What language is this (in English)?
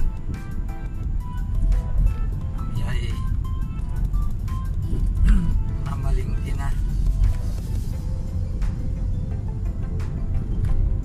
Filipino